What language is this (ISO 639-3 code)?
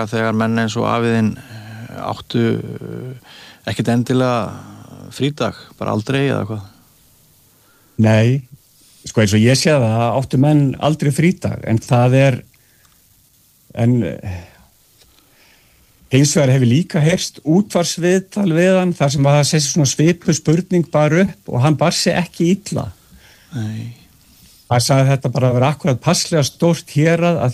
isl